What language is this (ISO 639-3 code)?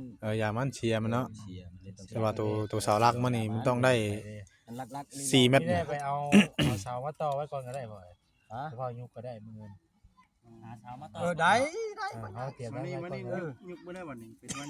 tts